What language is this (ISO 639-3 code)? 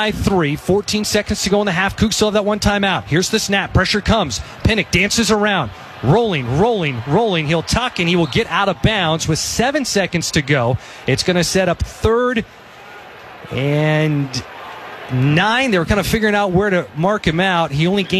eng